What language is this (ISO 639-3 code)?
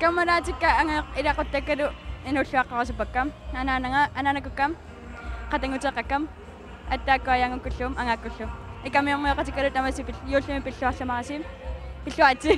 kal